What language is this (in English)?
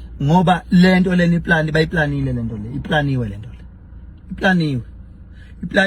Zulu